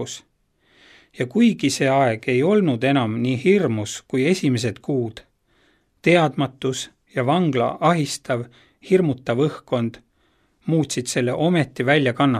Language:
Estonian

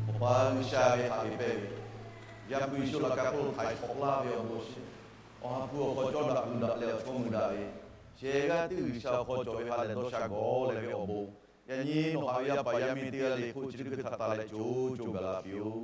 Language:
Lahu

